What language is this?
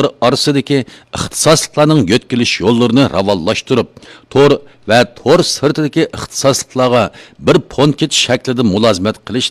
Uyghur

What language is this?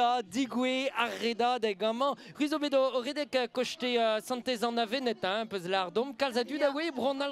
Breton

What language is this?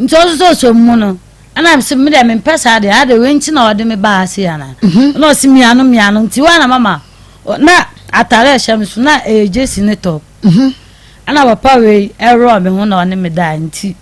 Akan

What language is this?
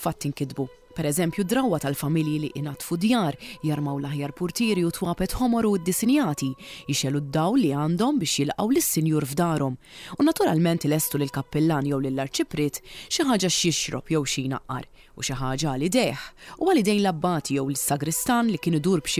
Maltese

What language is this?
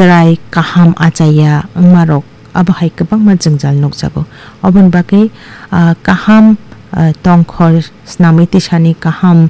Kok Borok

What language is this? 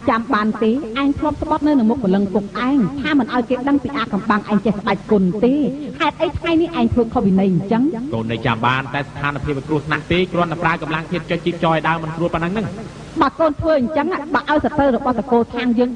Khmer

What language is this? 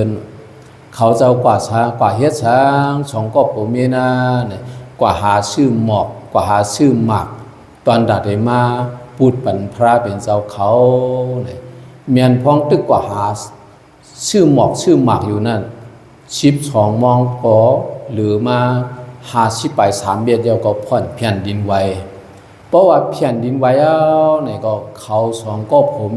Shan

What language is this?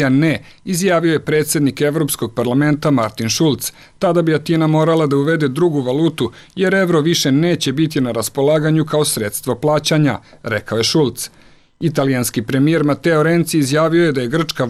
Serbian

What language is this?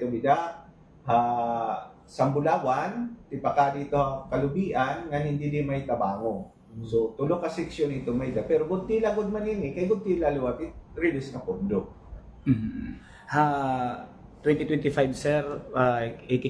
Waray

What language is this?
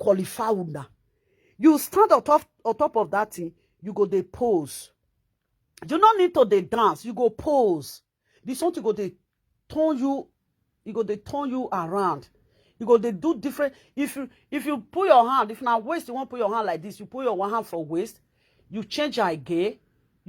Nigerian Pidgin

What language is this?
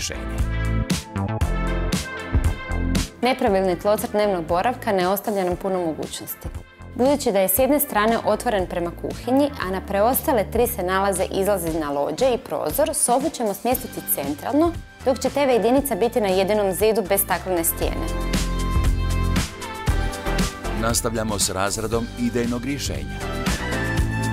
Croatian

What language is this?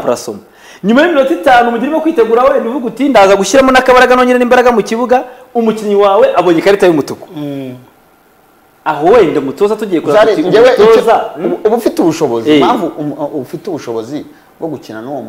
Kinyarwanda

